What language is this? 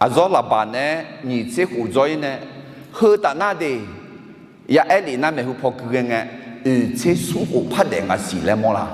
Akha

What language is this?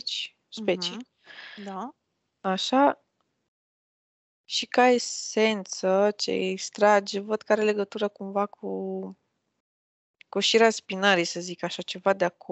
Romanian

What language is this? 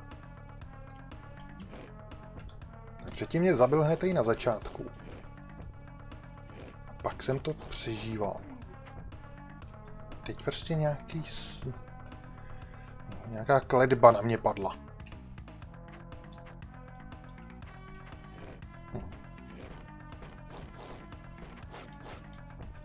Czech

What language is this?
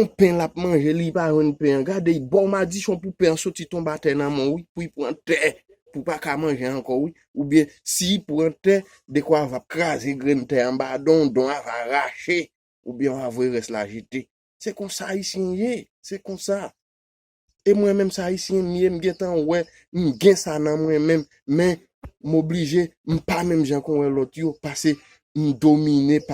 Haitian Creole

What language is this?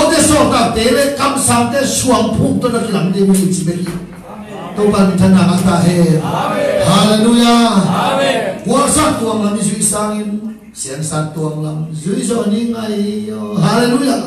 Tedim Chin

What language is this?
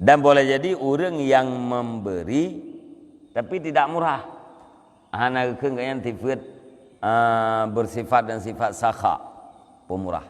Achinese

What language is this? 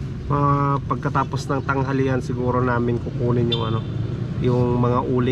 Filipino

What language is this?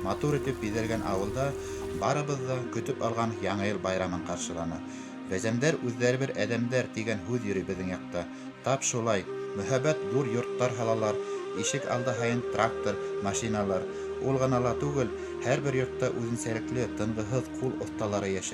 Bashkir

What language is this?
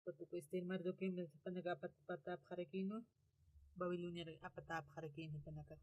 Aymara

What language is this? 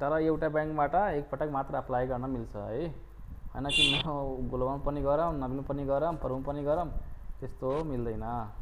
Nepali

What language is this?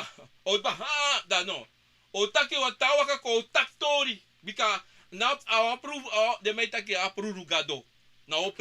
Sranan Tongo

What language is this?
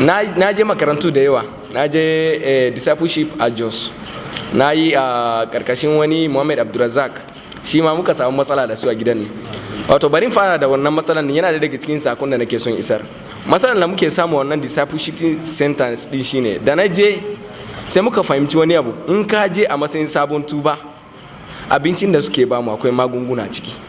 Hausa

